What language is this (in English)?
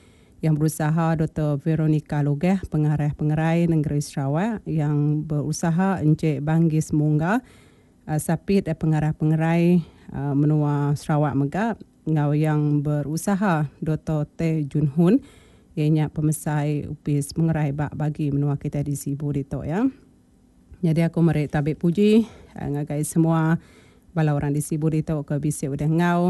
Iban